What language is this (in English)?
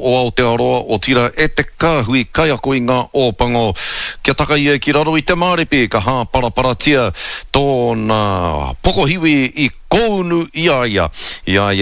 Māori